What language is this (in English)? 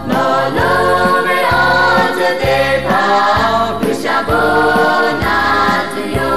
Lahu